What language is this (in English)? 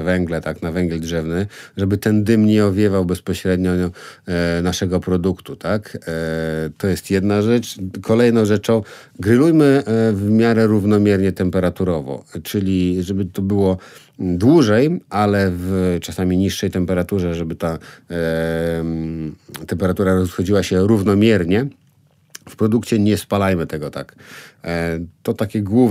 Polish